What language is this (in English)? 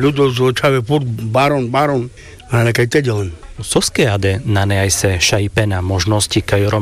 Carpathian Romani